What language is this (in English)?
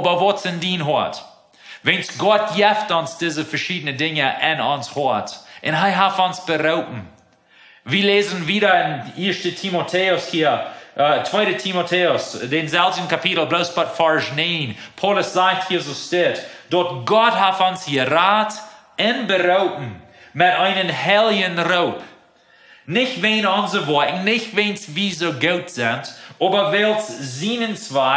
Plautdietsch